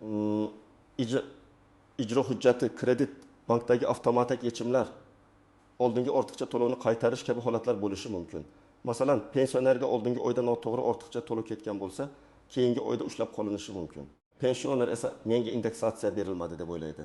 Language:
Uzbek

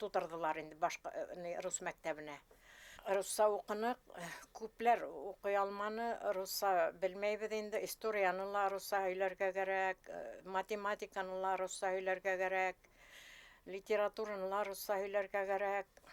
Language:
Bashkir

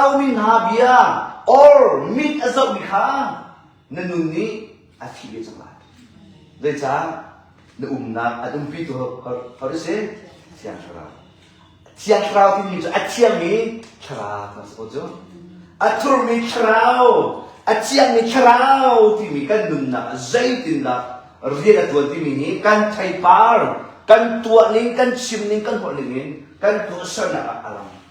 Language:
Hakha Chin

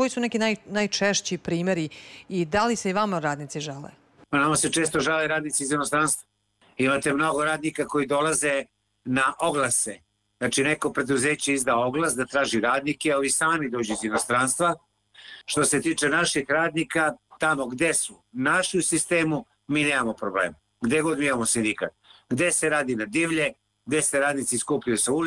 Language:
Serbian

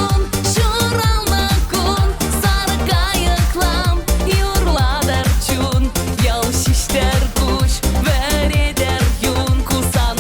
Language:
Chuvash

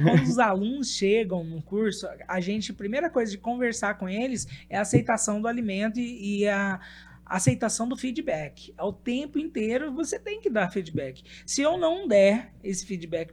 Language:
Portuguese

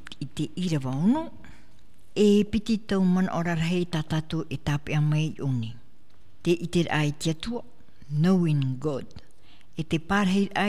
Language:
Tahitian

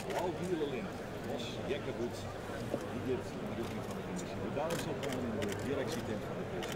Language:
Western Frisian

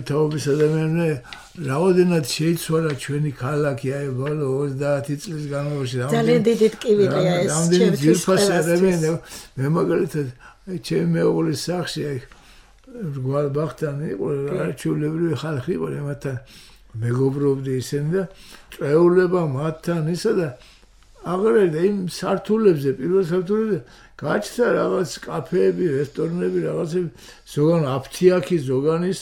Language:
Georgian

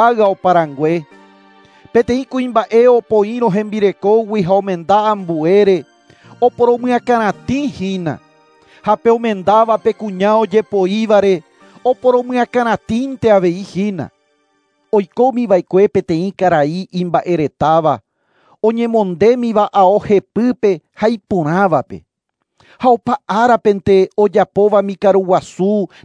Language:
Guarani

